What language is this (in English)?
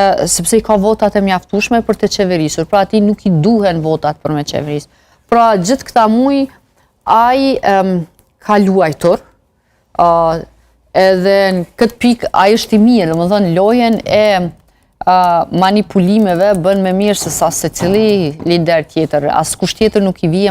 Albanian